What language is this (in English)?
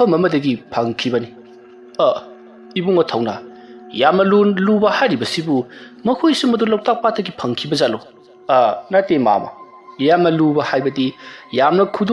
Manipuri